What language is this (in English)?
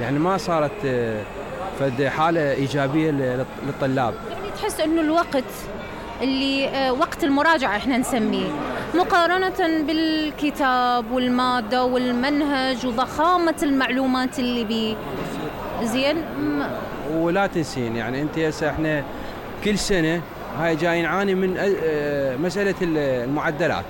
Mesopotamian Arabic